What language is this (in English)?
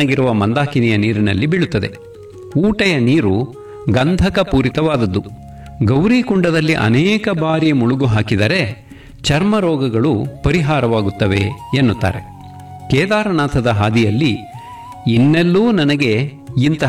Kannada